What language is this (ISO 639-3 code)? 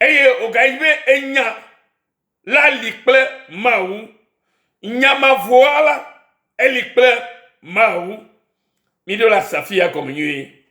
ewe